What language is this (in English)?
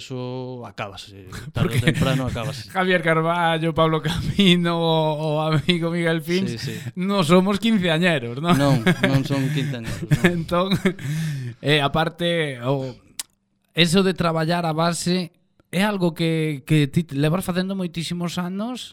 Galician